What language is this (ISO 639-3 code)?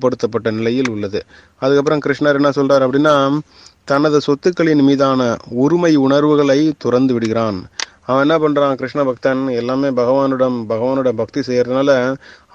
tam